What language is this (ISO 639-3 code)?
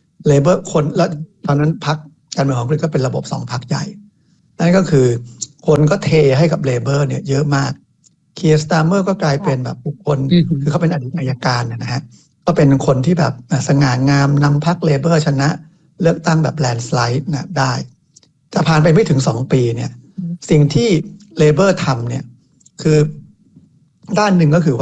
tha